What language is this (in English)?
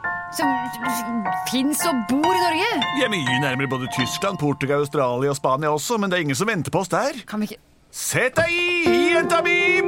Norwegian